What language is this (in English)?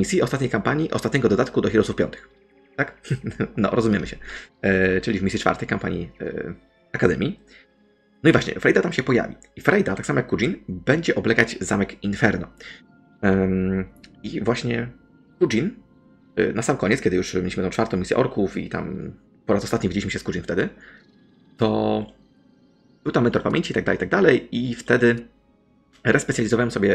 Polish